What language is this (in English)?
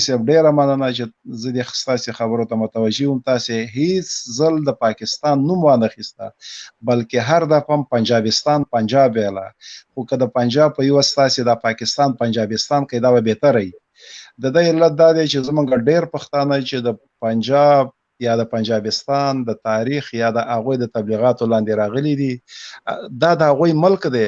Pashto